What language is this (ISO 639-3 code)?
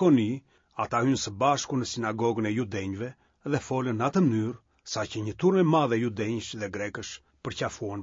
sqi